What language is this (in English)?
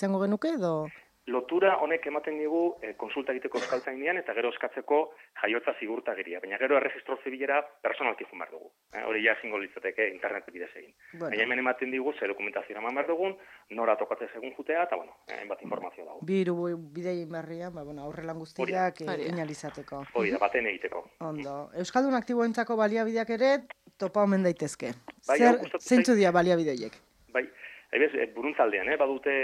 Basque